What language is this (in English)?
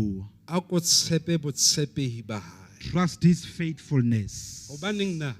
Southern Sotho